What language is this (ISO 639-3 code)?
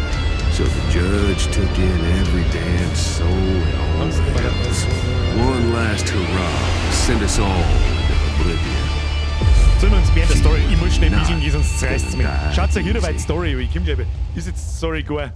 bar